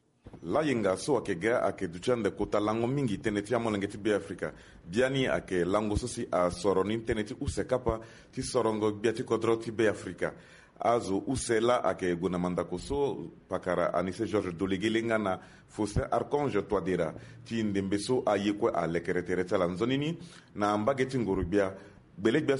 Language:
Sango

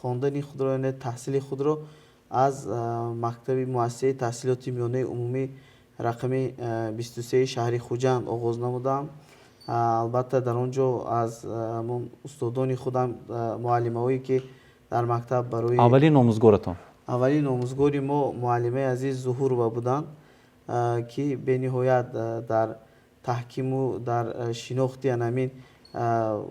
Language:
Tajik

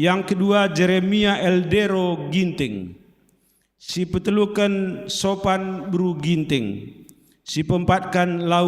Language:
Batak Karo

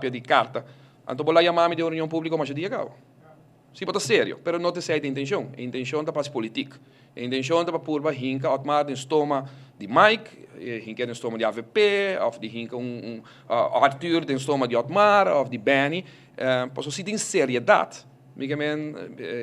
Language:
Papiamento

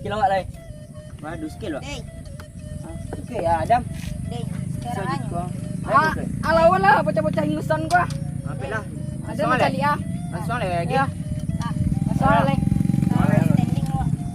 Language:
Minangkabau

